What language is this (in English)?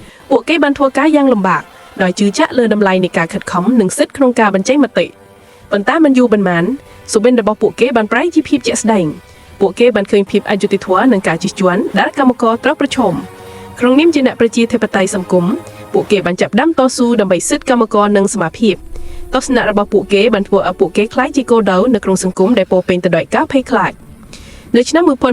Khmer